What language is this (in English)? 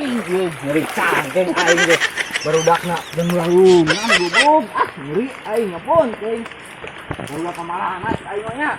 Sundanese